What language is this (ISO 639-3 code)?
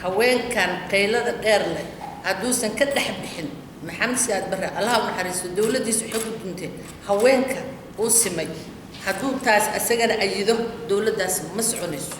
som